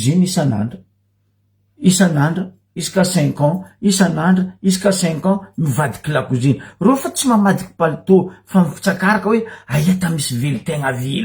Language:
Malagasy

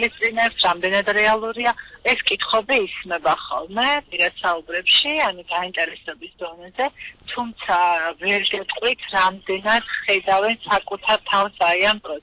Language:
Georgian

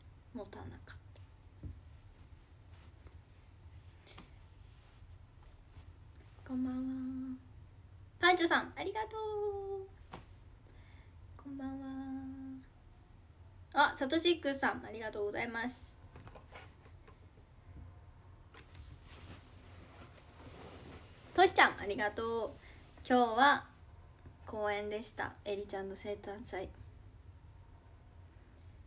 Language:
Japanese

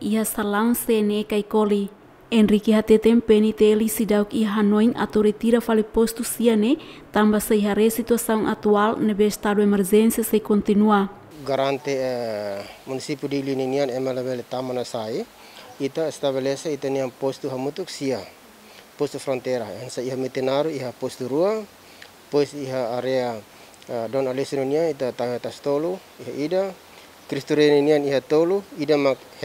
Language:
Tetum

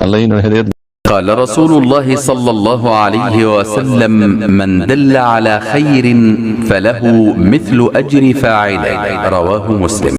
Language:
Rohingya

